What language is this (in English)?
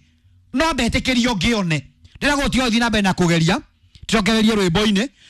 Kikuyu